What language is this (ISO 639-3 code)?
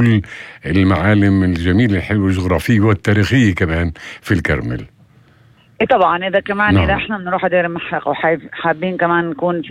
apc